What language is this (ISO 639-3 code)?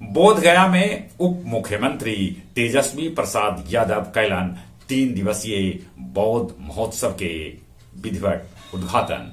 mag